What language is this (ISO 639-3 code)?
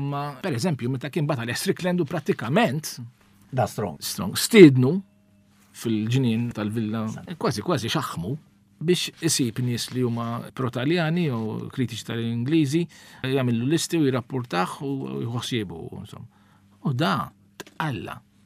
mlt